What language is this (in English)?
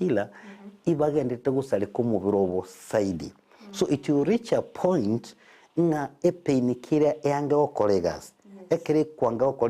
Gusii